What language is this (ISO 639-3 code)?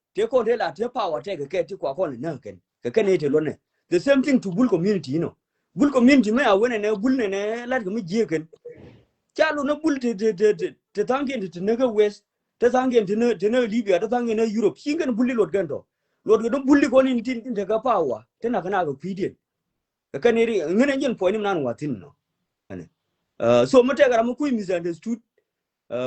nus